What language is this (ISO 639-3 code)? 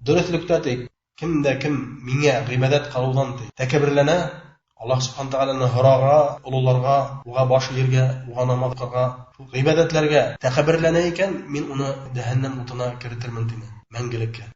bak